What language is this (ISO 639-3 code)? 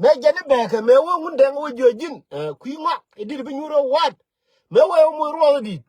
nus